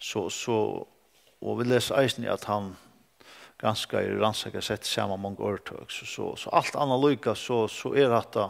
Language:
Faroese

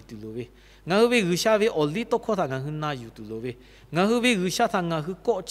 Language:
Lahu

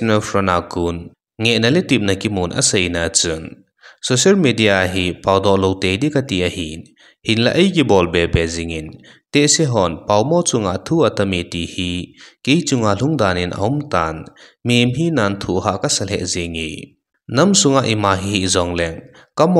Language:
Thado Chin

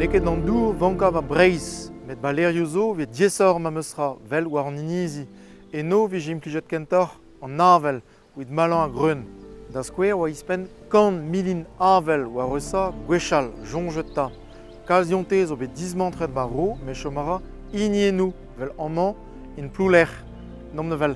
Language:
Breton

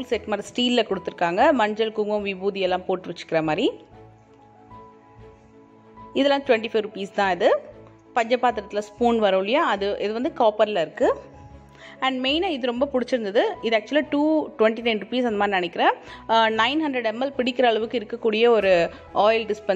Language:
Tamil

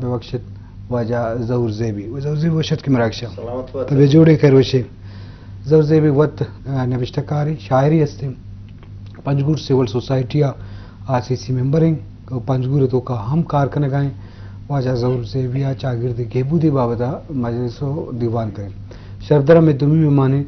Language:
Eastern Balochi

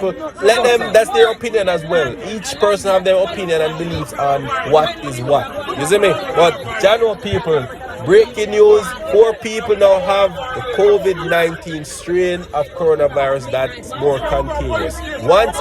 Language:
Jamaican Creole English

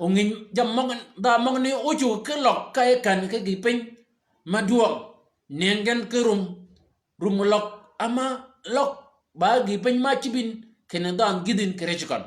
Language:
Shilluk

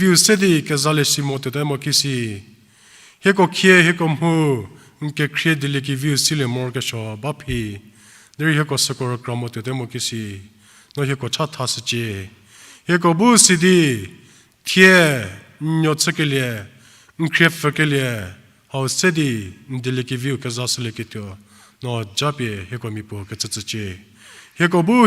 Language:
Angami Naga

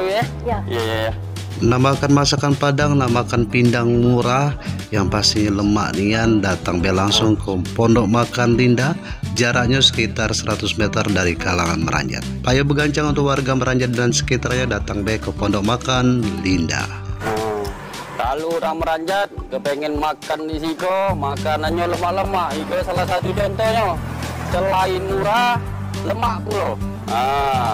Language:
Musi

